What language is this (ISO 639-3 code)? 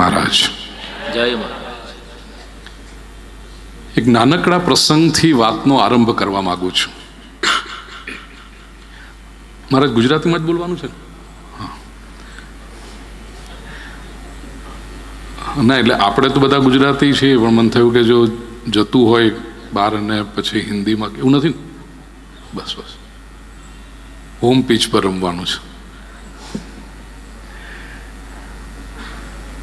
guj